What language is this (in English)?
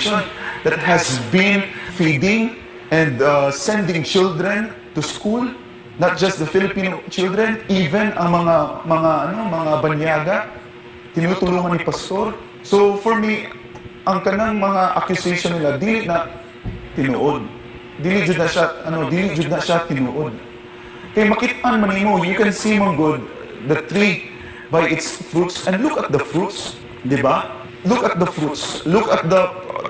Cebuano